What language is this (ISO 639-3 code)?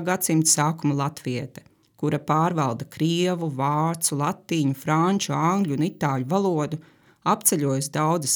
lav